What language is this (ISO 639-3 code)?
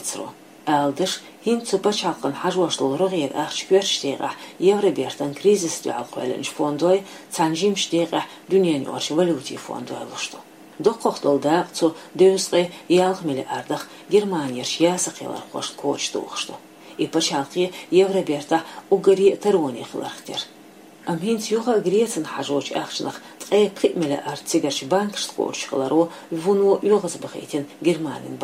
che